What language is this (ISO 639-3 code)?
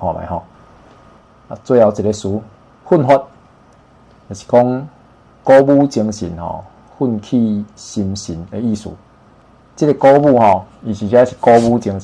nan